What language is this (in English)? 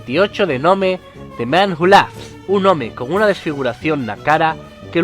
Asturian